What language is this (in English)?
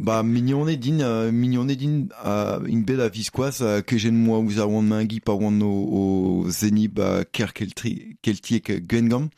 Breton